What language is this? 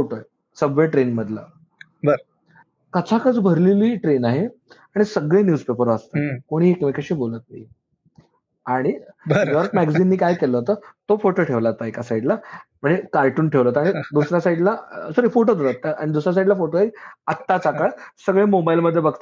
Marathi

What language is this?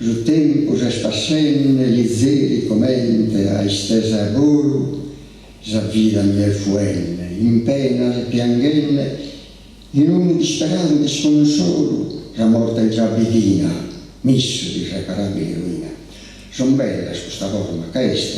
Sardinian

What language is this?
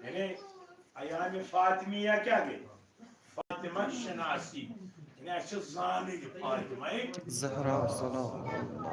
Kashmiri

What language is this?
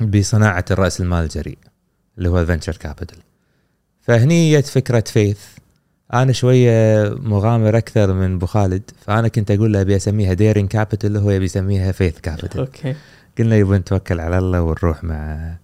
Gulf Arabic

